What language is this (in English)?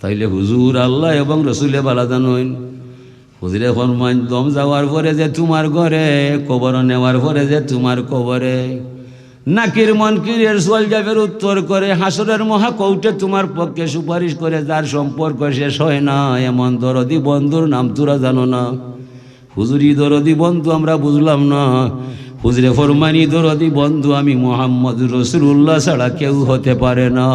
Sylheti